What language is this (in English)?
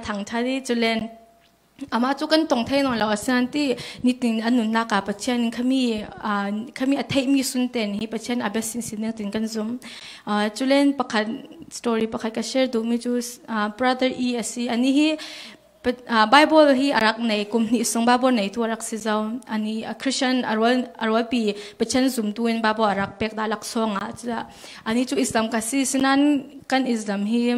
Falam Chin